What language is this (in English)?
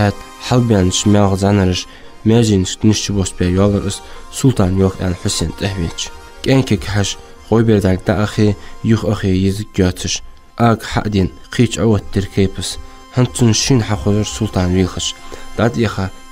Ingush